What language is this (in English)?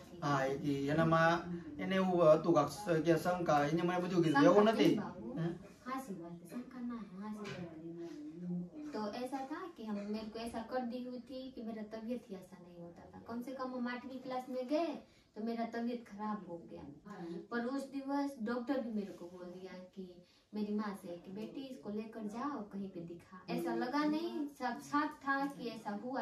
Gujarati